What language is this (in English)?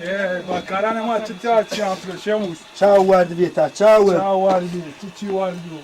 Zaza